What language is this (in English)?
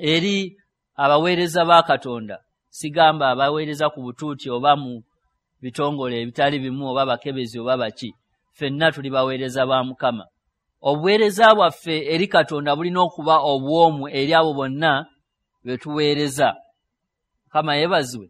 Ganda